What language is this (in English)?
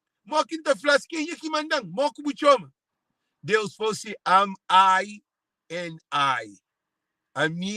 Kabuverdianu